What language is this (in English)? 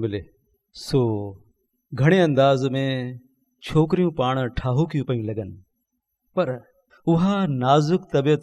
Sindhi